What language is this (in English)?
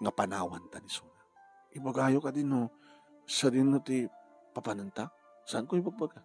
Iloko